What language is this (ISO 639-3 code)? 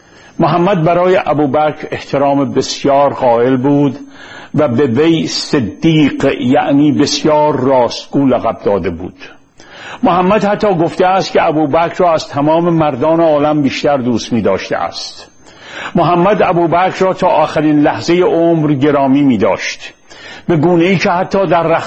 fas